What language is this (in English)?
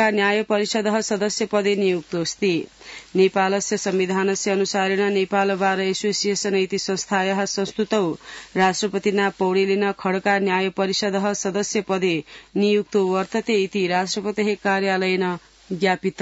Sanskrit